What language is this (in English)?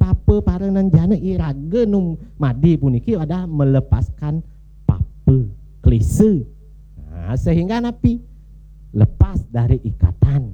Balinese